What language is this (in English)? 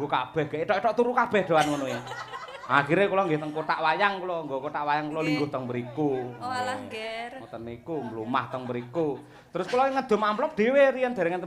Javanese